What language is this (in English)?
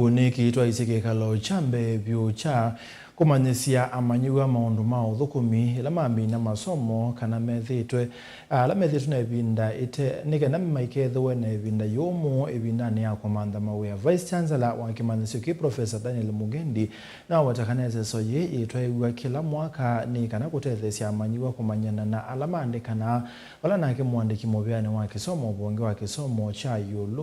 Kamba